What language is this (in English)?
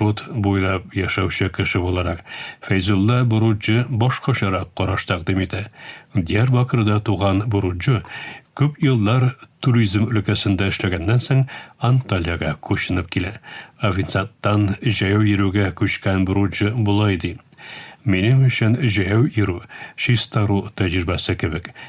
Tatar